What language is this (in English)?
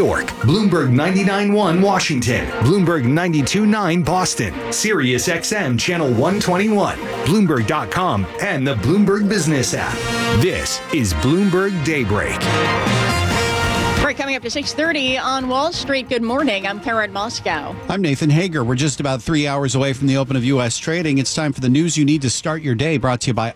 English